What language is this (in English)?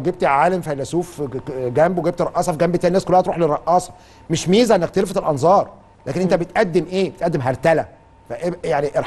Egyptian Arabic